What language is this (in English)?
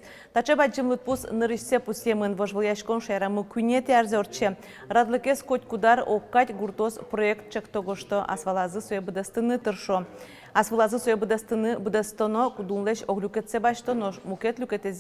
Udmurt